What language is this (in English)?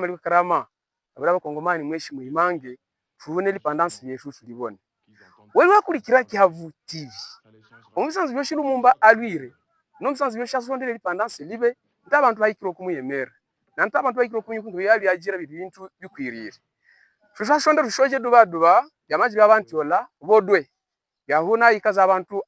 Havu